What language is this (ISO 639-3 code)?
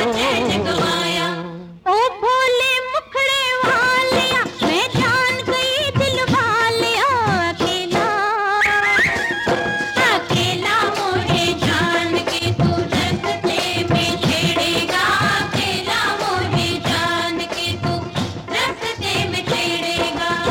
hin